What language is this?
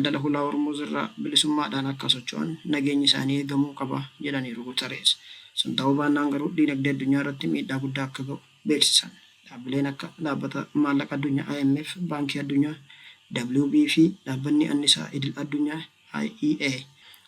Oromo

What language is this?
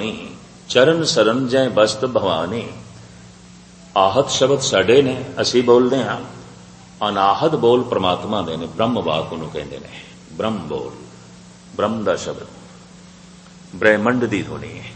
Punjabi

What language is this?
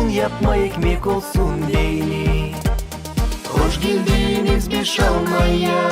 Gagauz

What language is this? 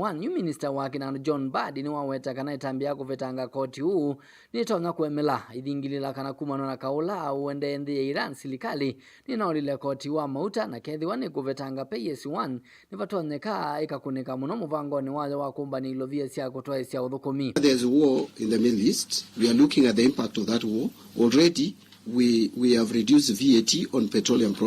Kamba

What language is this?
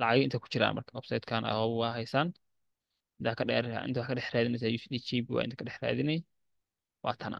Somali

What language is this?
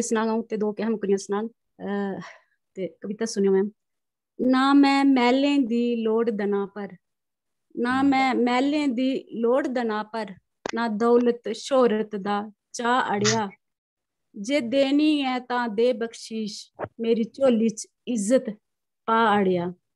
Dogri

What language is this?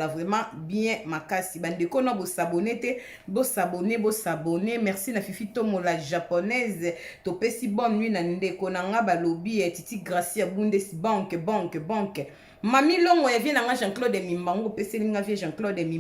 Lingala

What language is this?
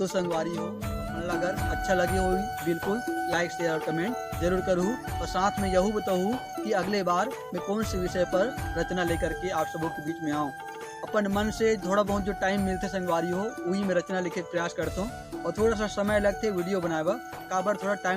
Chhattisgarhi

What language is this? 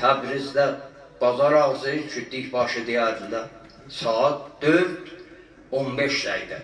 South Azerbaijani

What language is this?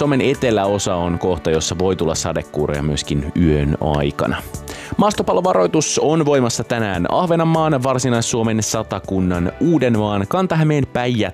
Finnish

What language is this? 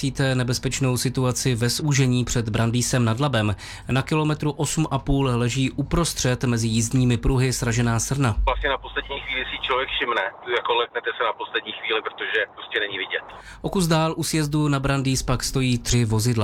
Czech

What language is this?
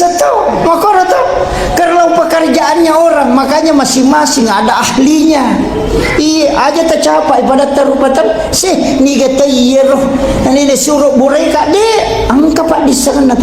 Buginese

